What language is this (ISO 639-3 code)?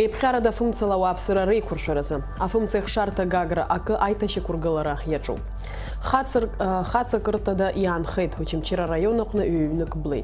abk